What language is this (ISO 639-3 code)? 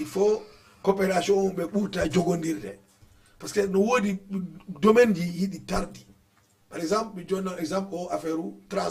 ful